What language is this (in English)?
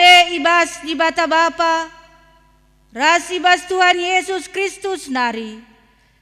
Batak Karo